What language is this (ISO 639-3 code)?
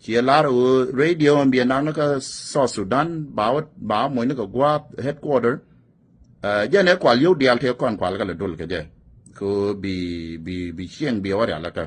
nus